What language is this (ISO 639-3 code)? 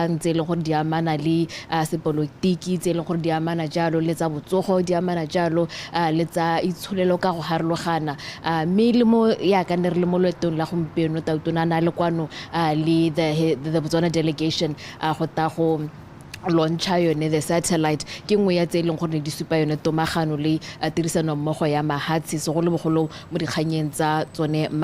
tsn